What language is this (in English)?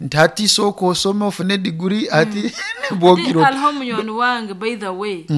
Nyoro